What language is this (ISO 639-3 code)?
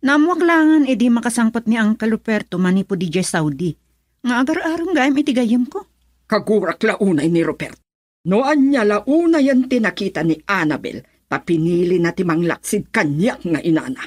ilo